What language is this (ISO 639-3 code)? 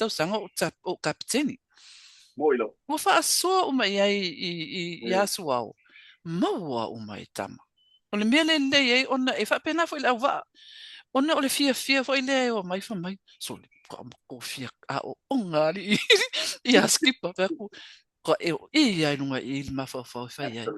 smo